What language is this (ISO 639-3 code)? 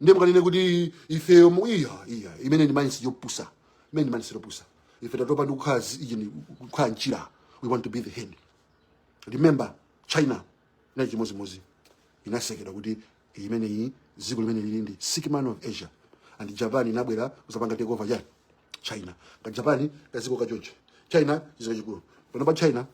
nya